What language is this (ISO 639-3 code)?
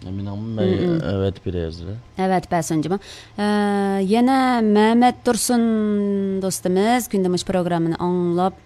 uig